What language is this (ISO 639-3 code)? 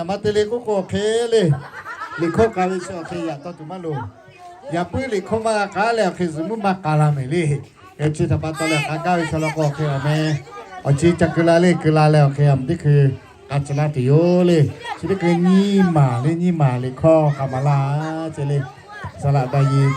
lhu